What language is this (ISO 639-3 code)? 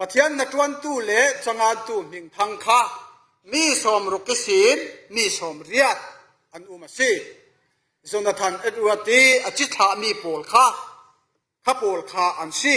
cfm